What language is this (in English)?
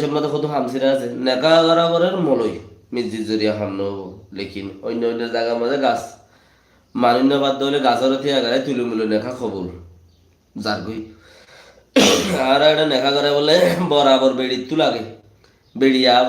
Rohingya